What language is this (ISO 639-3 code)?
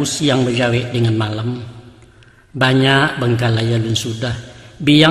min